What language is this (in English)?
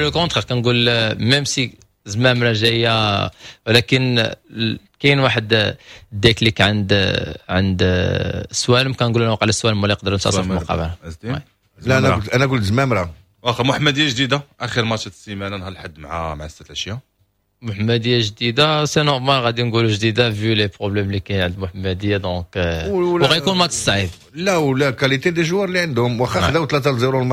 Moroccan Arabic